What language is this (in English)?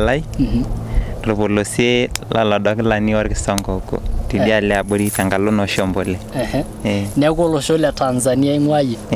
Masai